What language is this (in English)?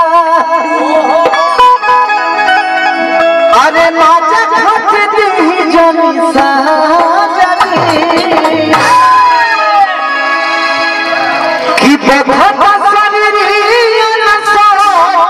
Bhojpuri